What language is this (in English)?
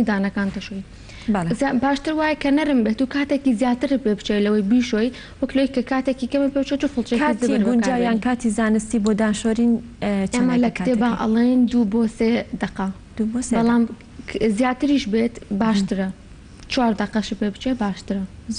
Central Kurdish